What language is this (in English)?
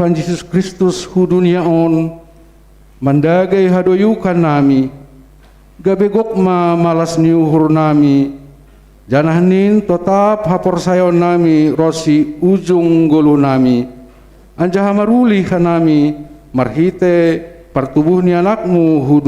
Batak Simalungun